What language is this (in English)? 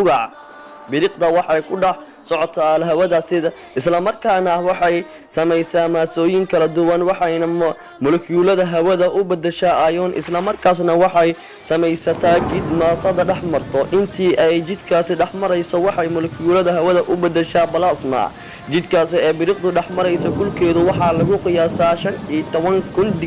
Somali